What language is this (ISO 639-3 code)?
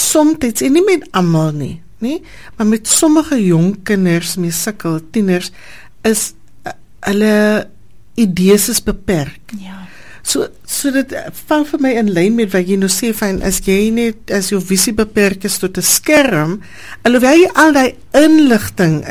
afr